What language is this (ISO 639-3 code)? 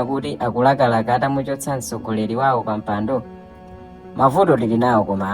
nya